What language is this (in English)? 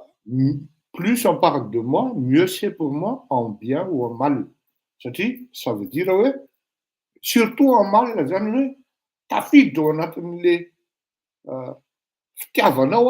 Malagasy